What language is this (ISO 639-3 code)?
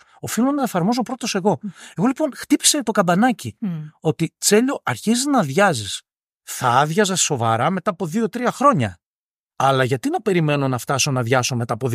ell